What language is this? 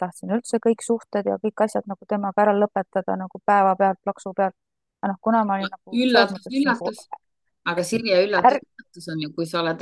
Estonian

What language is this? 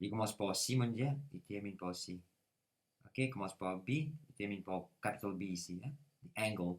Morisyen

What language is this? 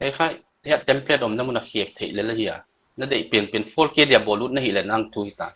Paite Chin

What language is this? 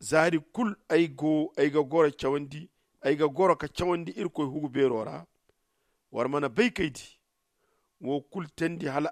Zarma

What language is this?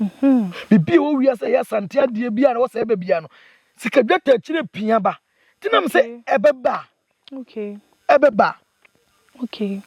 Akan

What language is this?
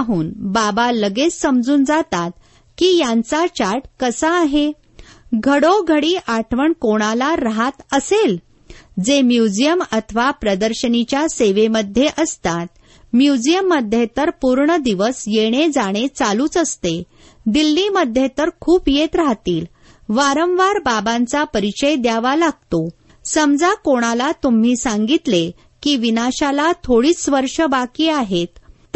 Marathi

